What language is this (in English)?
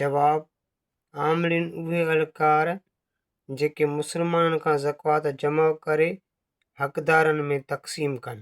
Sindhi